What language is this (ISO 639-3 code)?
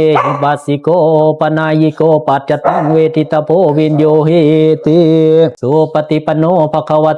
pli